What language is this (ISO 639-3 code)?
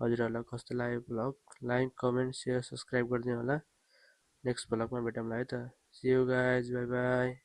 nep